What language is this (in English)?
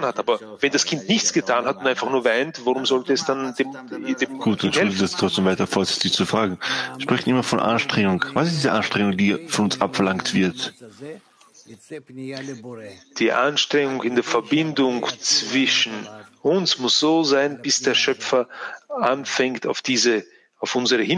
German